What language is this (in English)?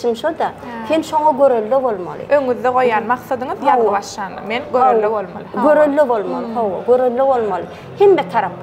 Turkmen